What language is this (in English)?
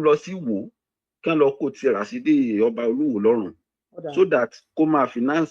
Yoruba